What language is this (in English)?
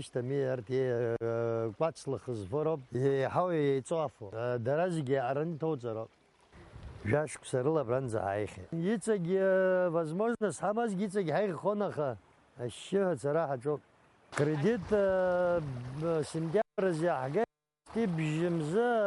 Abkhazian